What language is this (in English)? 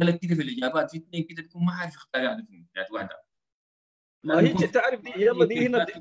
Sudanese Arabic